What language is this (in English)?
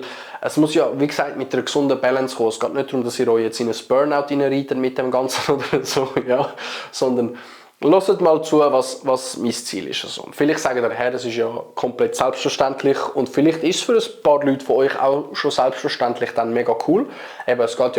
Swiss German